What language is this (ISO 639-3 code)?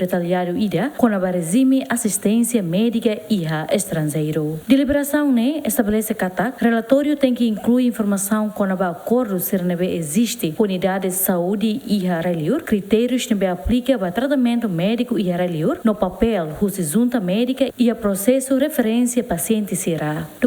tet